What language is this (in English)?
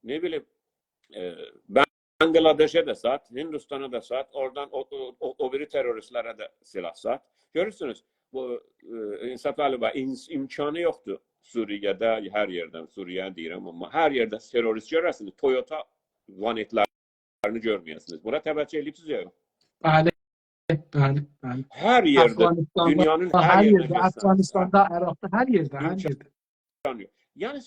South Azerbaijani